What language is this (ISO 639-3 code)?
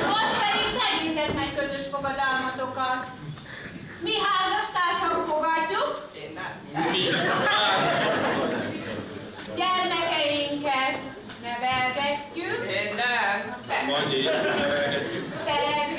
hun